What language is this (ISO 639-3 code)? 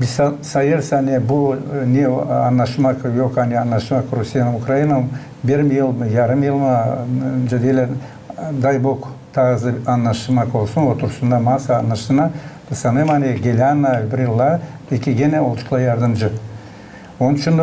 gag